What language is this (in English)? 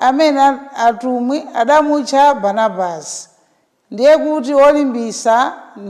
Nyanja